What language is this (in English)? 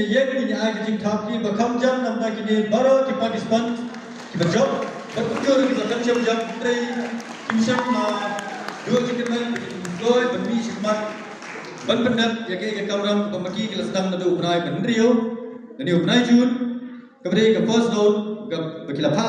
Khasi